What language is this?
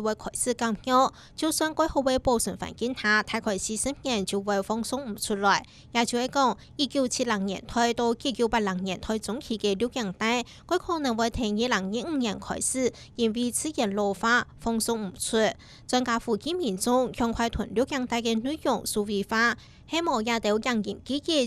Hakka Chinese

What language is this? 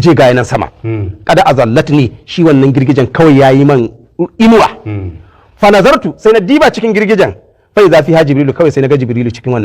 Hausa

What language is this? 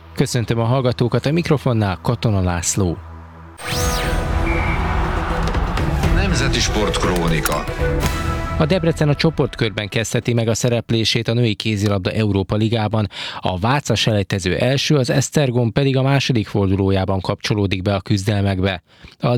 Hungarian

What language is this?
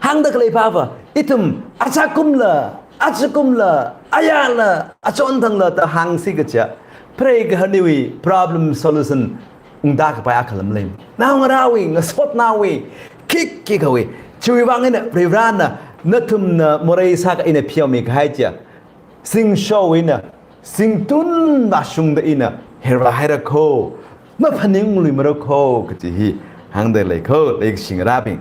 Tangkhul Naga (India)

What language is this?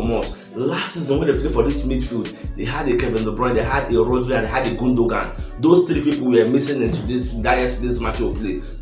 Nigerian Pidgin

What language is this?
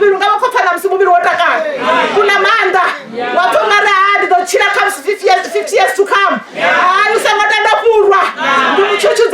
Venda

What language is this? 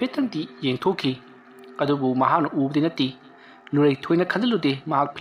Manipuri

